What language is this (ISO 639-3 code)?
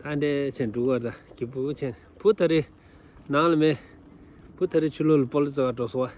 bod